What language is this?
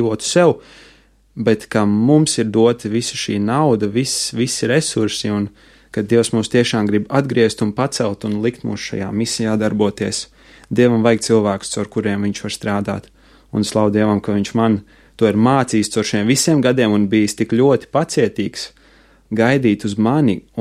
Latvian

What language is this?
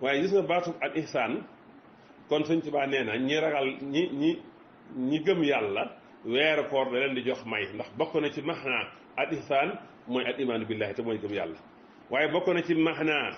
Wolof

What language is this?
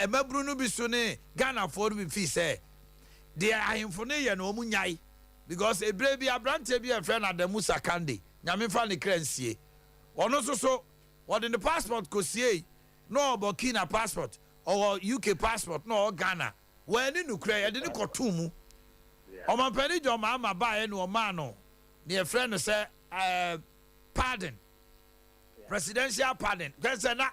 Akan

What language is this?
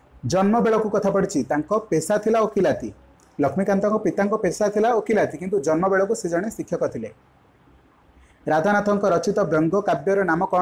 Odia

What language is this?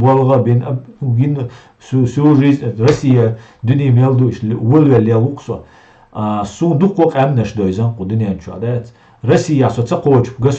Chechen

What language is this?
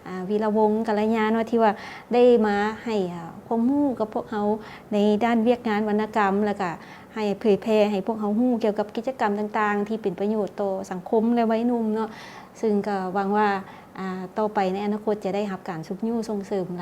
Lao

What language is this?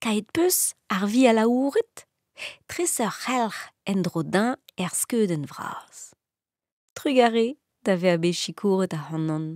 Breton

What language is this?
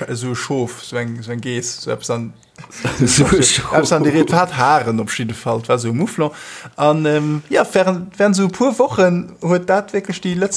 Luxembourgish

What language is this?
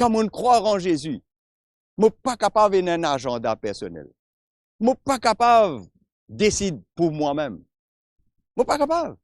Morisyen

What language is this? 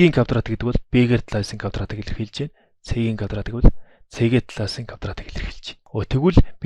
Mongolian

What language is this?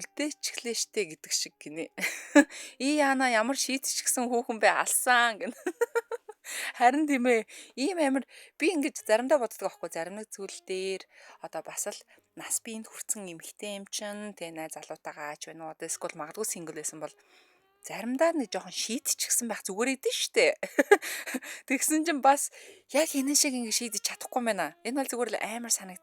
Mongolian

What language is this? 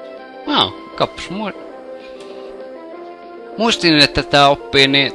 Finnish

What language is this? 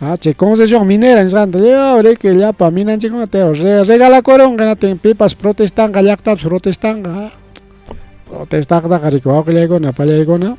Ayacucho Quechua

